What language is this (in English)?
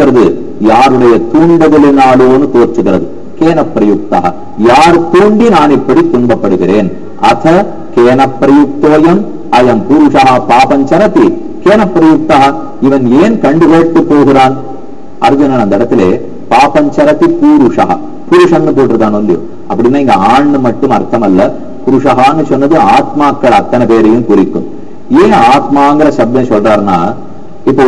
Tamil